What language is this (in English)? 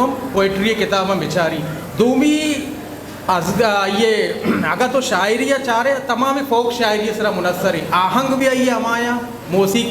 Eastern Balochi